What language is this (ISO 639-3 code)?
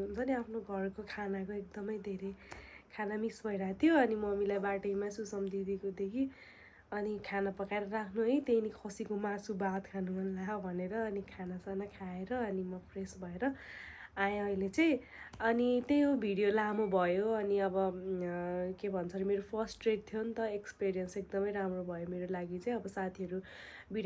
nep